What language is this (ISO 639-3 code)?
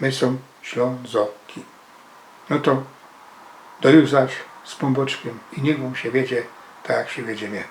szl